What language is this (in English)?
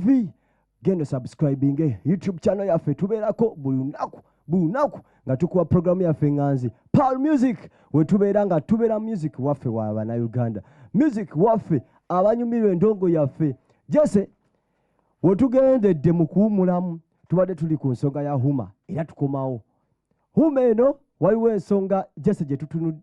Ganda